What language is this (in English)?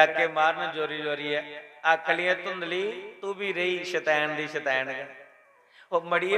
Dogri